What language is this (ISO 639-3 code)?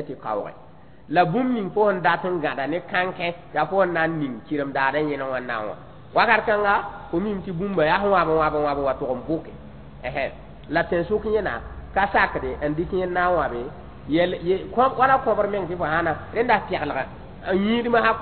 mos